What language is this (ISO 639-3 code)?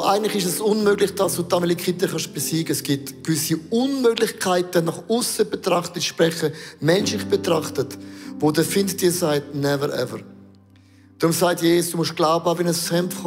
gsw